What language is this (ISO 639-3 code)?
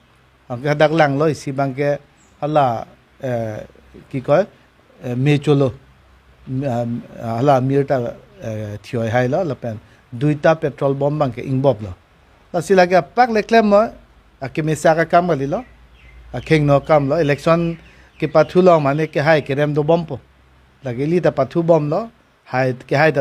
mjw